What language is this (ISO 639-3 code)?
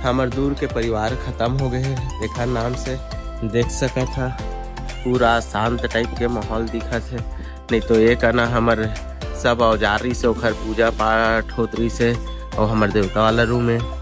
hne